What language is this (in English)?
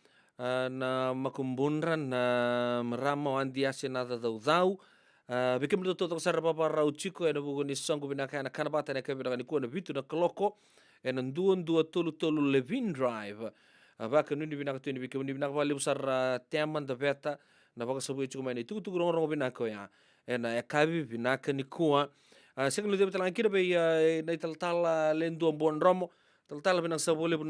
Fijian